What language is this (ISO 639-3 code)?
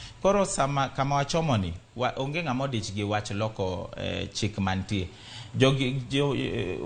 luo